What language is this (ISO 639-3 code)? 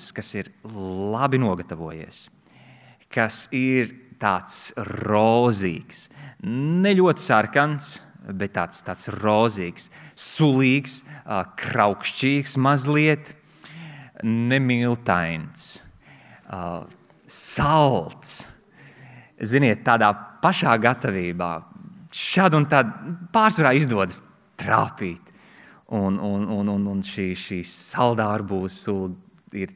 lav